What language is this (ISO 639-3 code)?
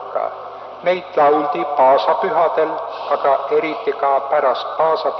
est